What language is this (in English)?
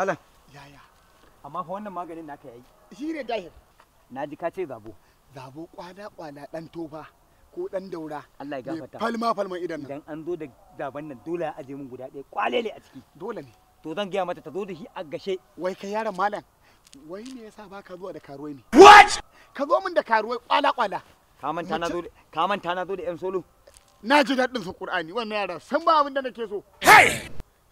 Hausa